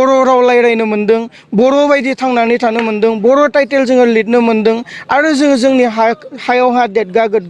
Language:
Bodo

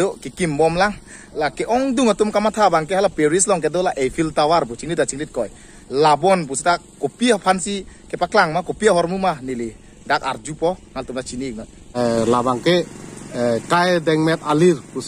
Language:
Karbi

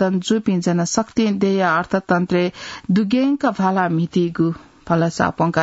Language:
Newari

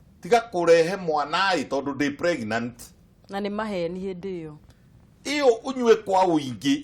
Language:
Kikuyu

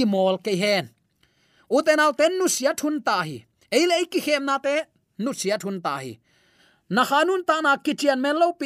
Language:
Tedim Chin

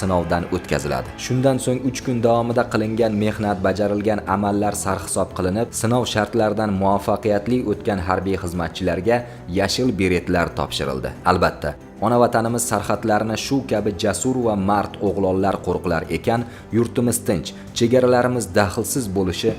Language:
Uzbek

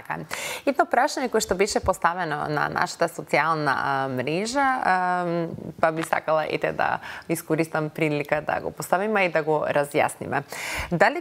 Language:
Macedonian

